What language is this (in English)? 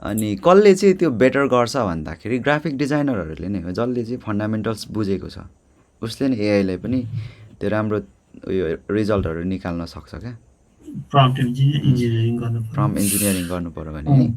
Nepali